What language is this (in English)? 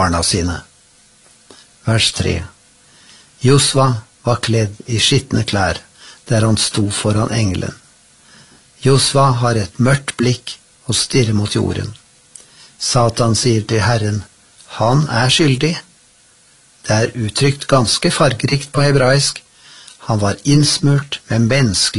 Norwegian